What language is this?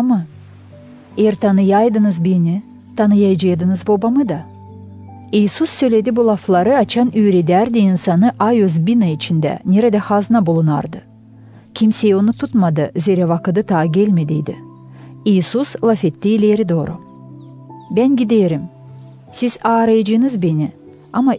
Gagauz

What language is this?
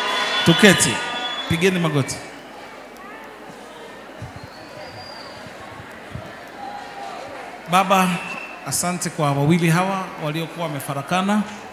Swahili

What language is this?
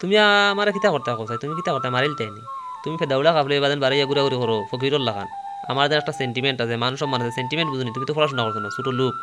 Sylheti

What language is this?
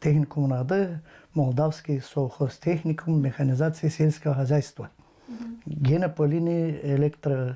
Gagauz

